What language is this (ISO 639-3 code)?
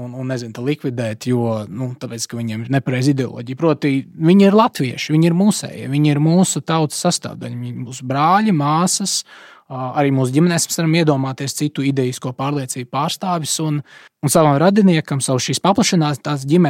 lav